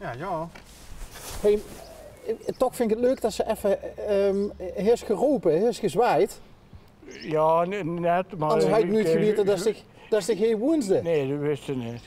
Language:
Limburgish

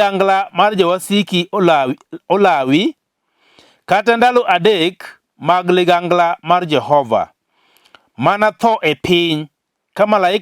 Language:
Luo (Kenya and Tanzania)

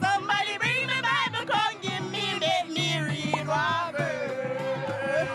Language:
Jamaican Creole English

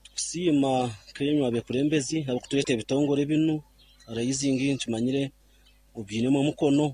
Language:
Nyoro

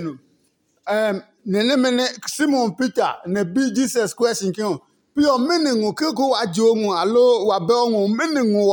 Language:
Adangme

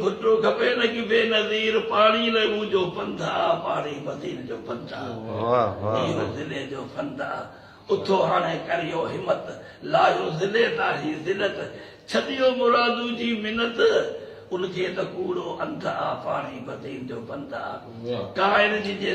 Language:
Sindhi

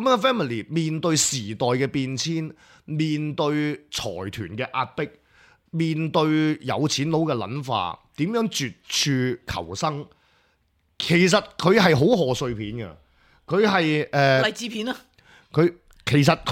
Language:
Cantonese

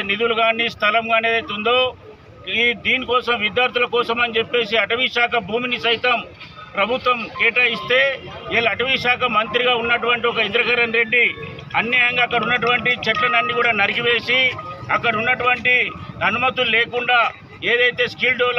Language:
Telugu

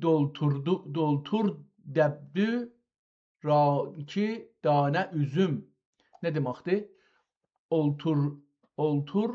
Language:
South Azerbaijani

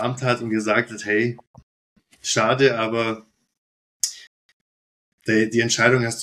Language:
German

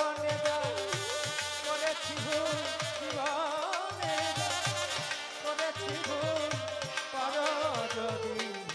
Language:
Bangla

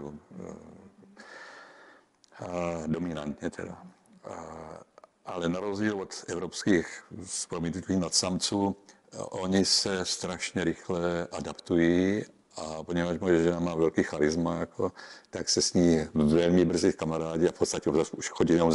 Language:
Czech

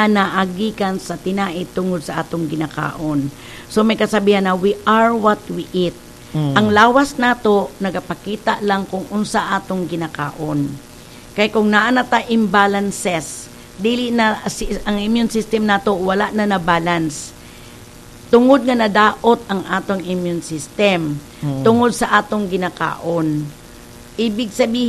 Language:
Cebuano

